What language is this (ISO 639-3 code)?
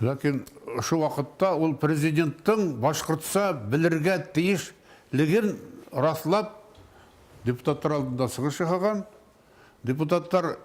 bak